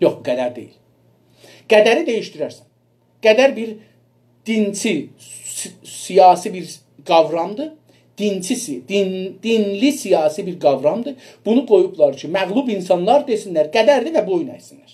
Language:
South Azerbaijani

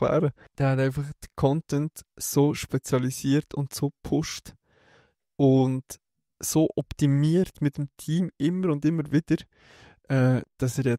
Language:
Swiss German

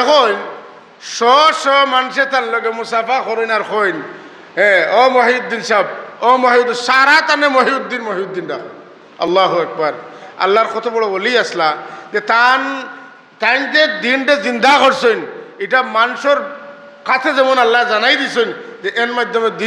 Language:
Sylheti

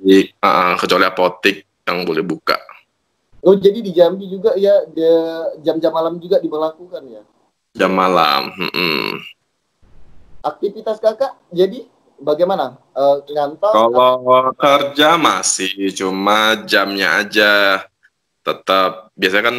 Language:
Indonesian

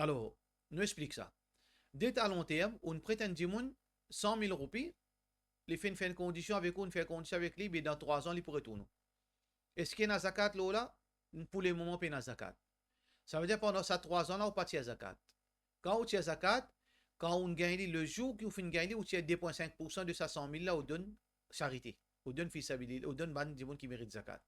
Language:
Morisyen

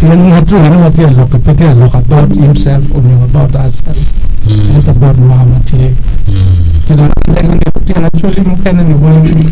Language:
Acoli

